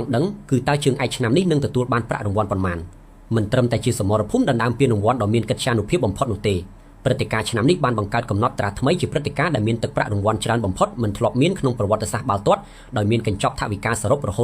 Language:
Khmer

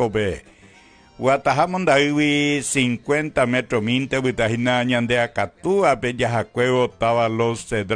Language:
Guarani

